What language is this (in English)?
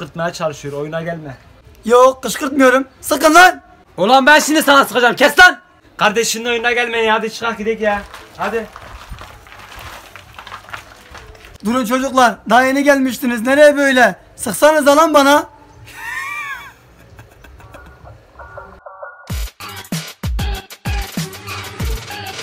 Turkish